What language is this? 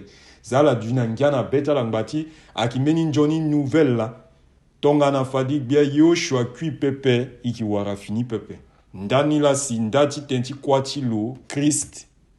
Sango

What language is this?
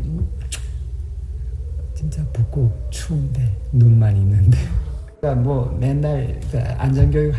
Korean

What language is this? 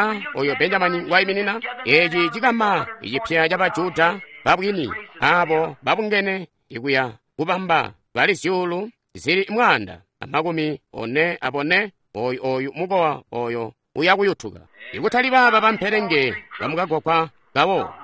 Tonga (Zambia)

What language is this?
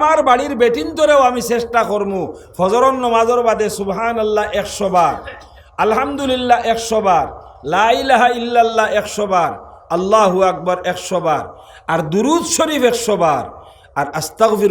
Sylheti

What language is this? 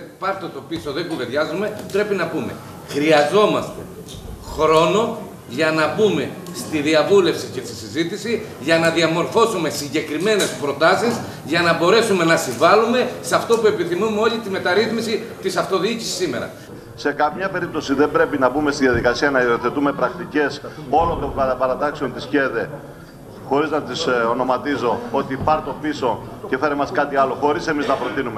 Greek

